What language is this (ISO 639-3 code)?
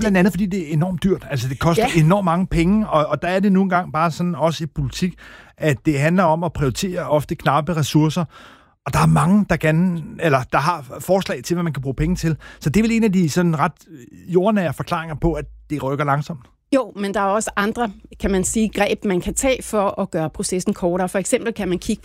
dan